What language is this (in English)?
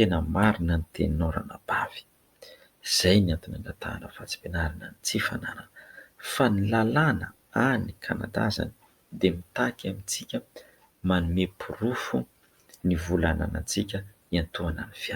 Malagasy